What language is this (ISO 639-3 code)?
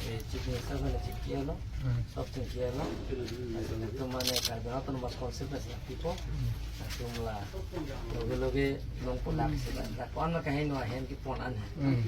mjw